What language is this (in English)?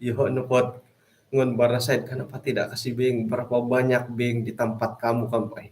Central Dusun